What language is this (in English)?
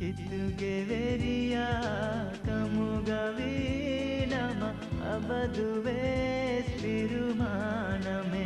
Divehi